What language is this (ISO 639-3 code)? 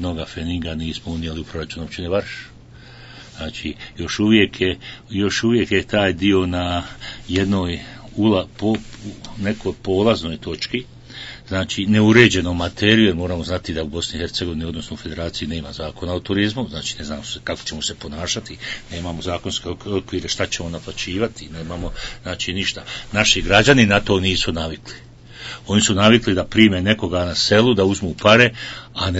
bos